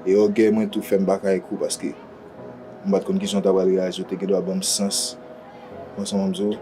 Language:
Haitian Creole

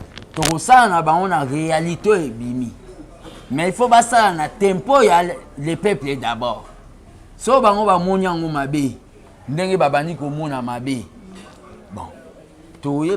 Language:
Lingala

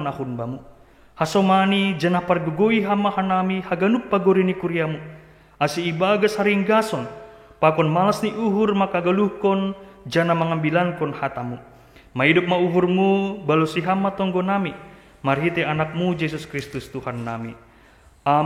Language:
Batak Simalungun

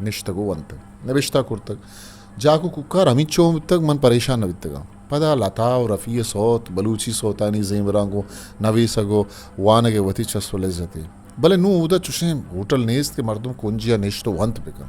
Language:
Eastern Balochi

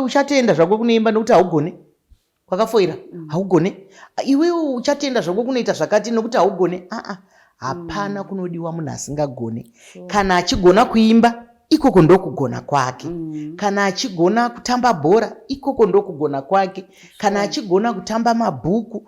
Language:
Shona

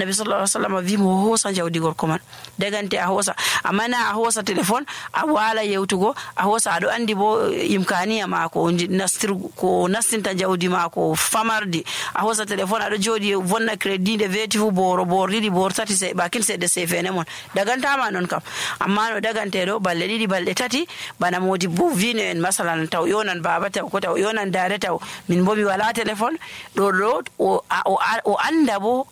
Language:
Nigerian Fulfulde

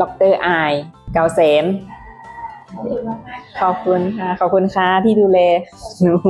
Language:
Lao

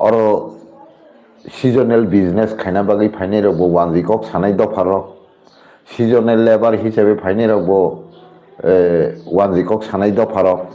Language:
Kok Borok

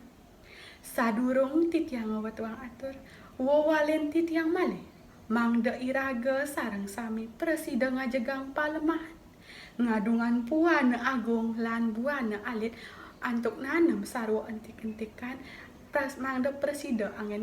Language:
Balinese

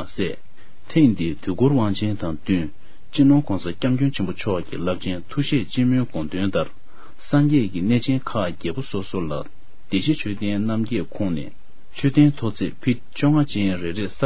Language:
Tibetan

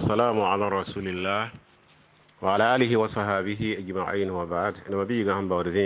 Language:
Mossi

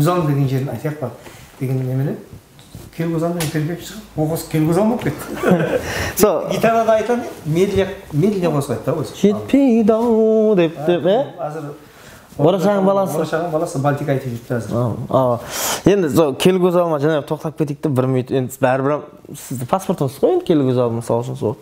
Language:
Kara-Kalpak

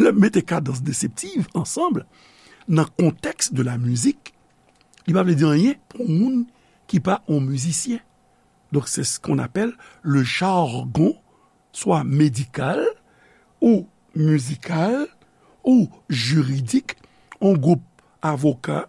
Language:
Haitian Creole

